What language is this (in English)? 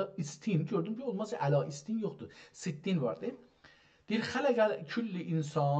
South Azerbaijani